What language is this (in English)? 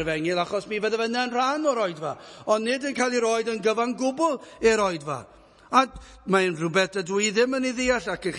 Welsh